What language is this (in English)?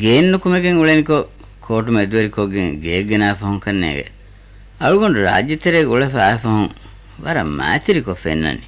Divehi